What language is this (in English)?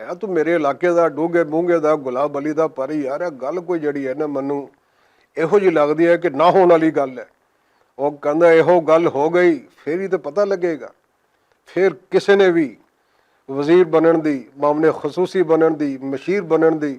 Western Panjabi